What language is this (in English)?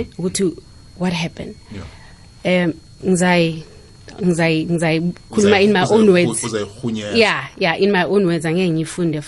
South Ndebele